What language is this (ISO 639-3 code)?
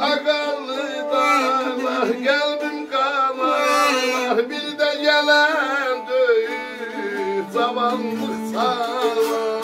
azb